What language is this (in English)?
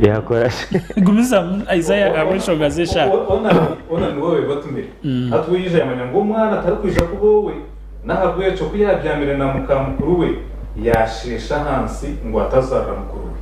Nyankole